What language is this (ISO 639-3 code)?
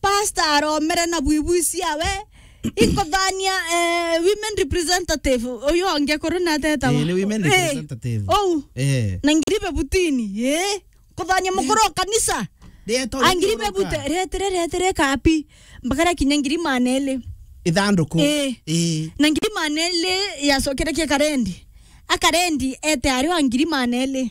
mer